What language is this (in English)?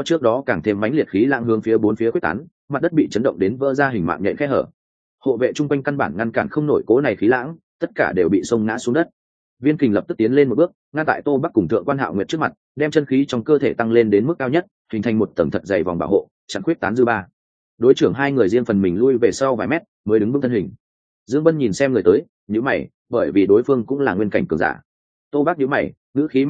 Vietnamese